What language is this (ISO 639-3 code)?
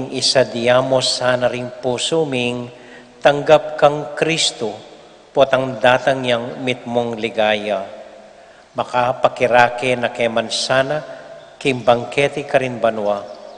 pam